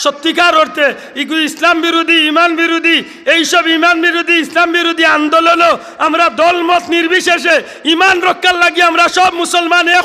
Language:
Sylheti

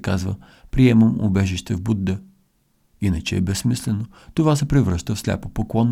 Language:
Bulgarian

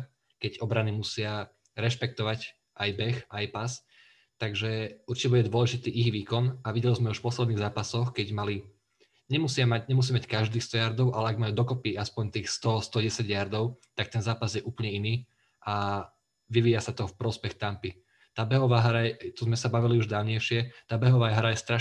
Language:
Slovak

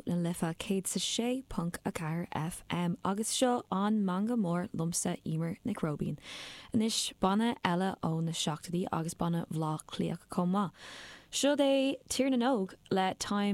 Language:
Irish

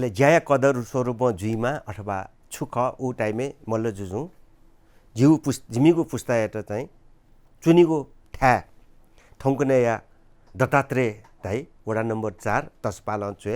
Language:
Newari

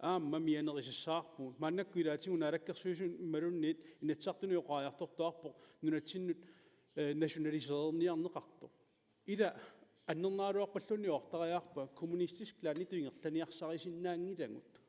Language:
Kalaallisut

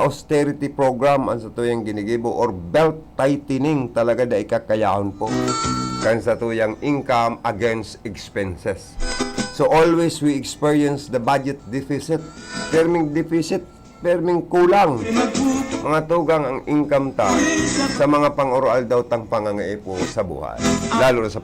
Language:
Bikol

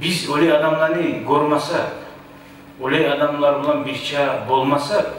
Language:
Kumyk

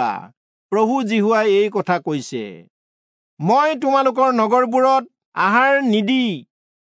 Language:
Assamese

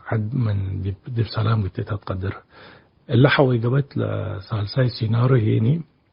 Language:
Tigre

